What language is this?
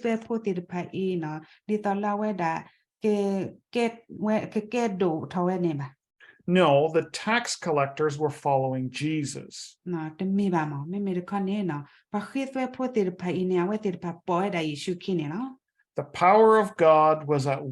S'gaw Karen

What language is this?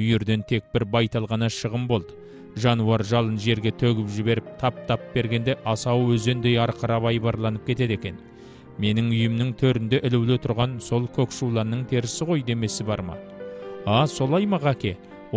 Kazakh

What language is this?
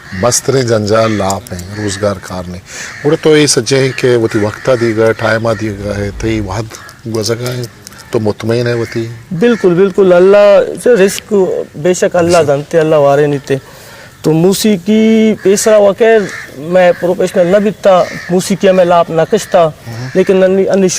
Eastern Balochi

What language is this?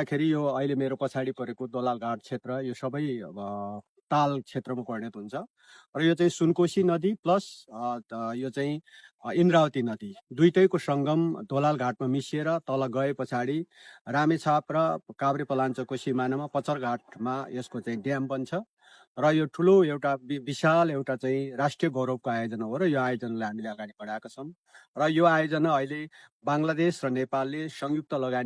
Nepali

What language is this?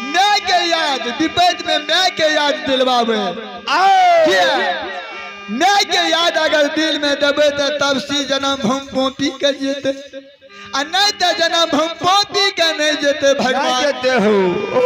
Maithili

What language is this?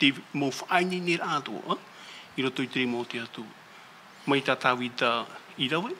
Tahitian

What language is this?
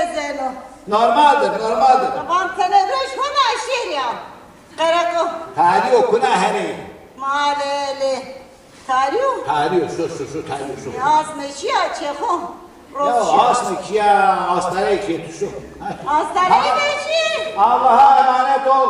Zaza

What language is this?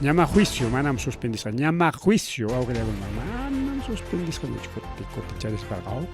Ayacucho Quechua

